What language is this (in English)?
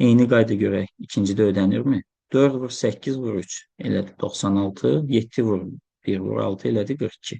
Azerbaijani